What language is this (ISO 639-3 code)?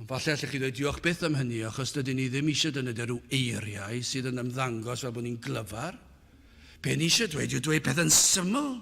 cym